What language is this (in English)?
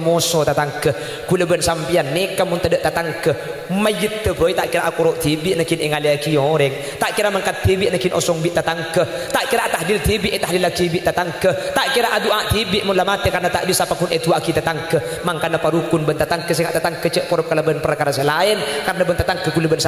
Madurese